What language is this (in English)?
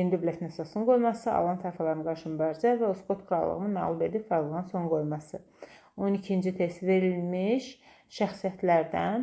Azerbaijani